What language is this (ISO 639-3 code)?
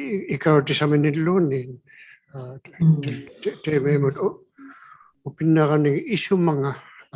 iku